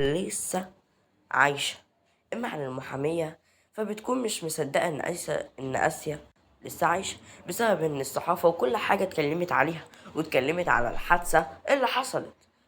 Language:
Egyptian Arabic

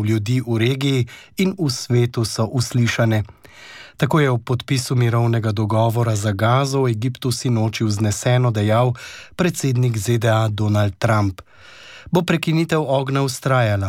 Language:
Slovenian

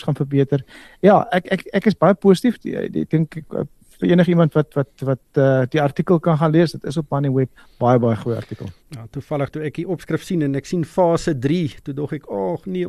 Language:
Afrikaans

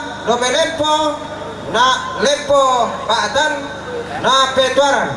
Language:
Toraja-Sa'dan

